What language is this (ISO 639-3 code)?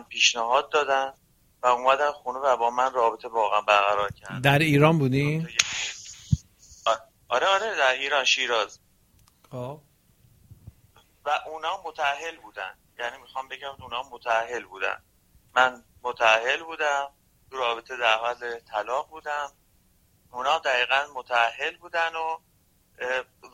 fas